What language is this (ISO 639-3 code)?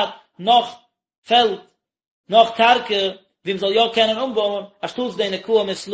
yid